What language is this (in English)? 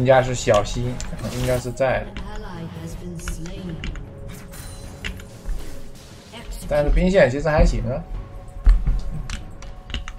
Chinese